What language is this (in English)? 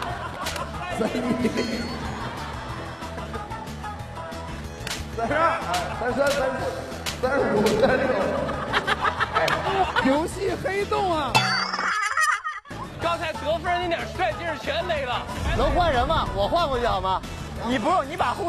Chinese